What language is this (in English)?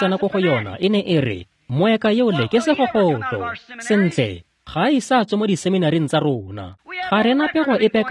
Tswana